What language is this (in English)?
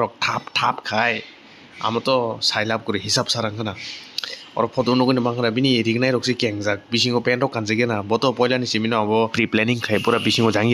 Kok Borok